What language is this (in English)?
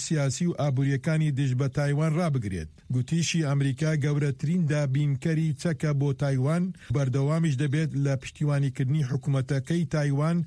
Central Kurdish